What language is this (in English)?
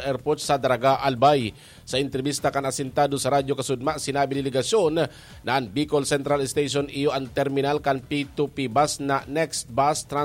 Bikol